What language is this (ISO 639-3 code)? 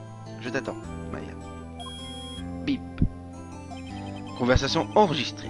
fra